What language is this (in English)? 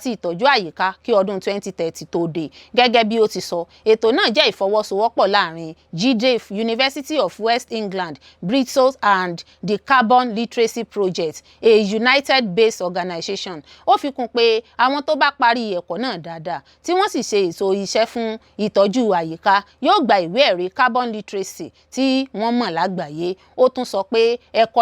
Yoruba